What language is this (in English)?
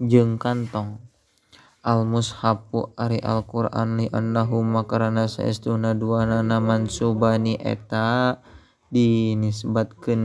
Sundanese